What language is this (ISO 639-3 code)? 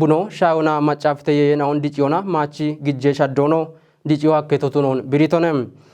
kbr